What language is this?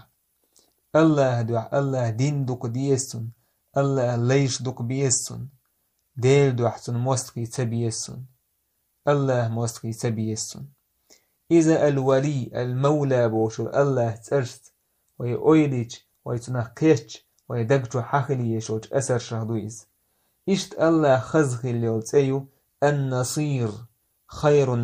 Chechen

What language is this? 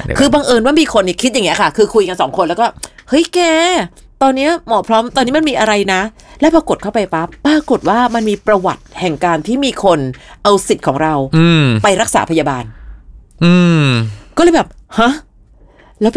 Thai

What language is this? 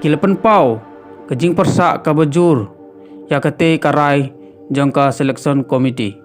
Khasi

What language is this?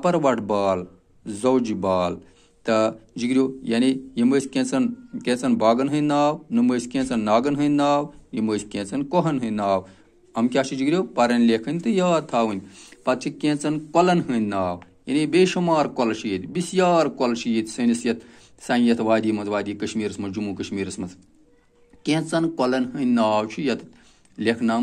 Kashmiri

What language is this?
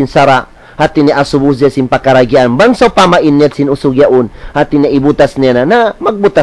Tausug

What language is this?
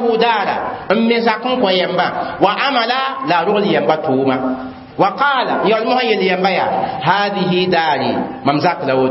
Mossi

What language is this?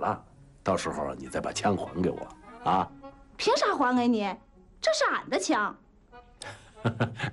Chinese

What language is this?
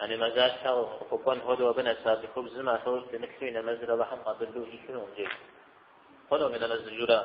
Kabardian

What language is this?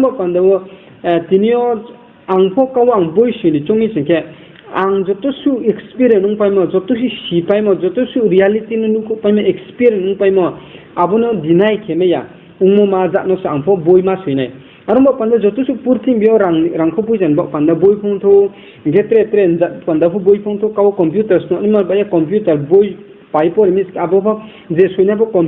Riang (India)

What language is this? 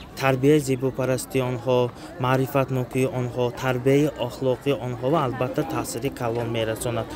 Tajik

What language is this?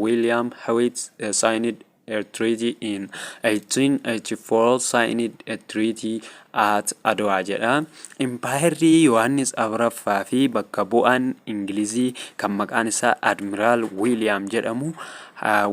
Oromo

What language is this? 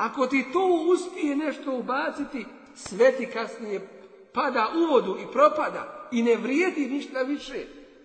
Bosnian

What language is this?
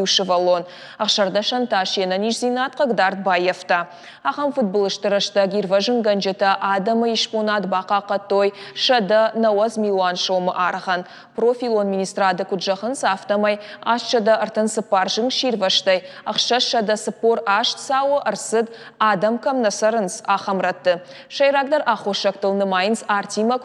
Ossetic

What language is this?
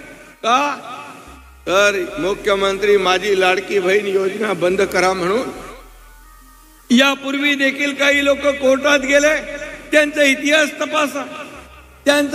Marathi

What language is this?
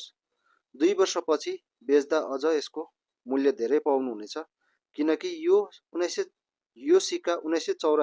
Nepali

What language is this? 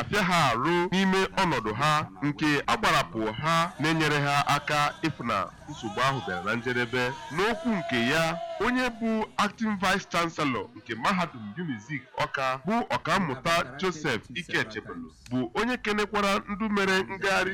Igbo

